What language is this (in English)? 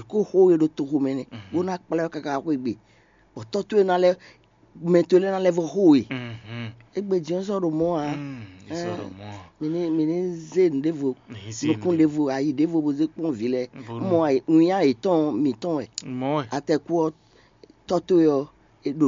Fon